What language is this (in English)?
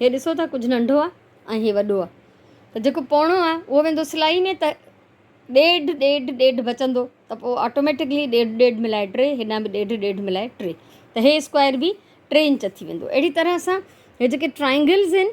Sindhi